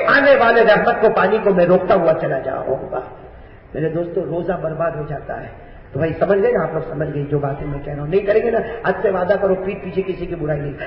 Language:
Urdu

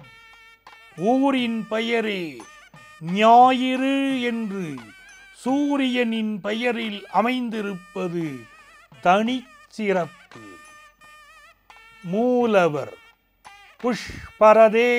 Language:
Tamil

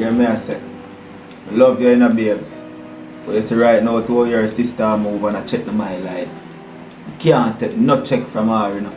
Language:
Jamaican Creole English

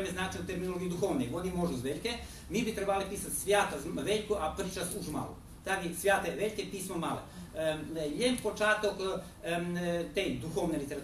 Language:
Rusyn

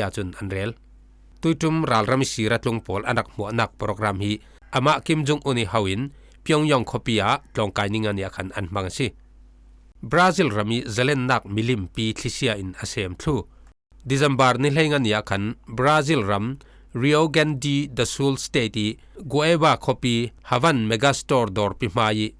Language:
Falam Chin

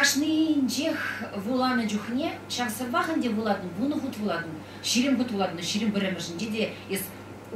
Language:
Chuvash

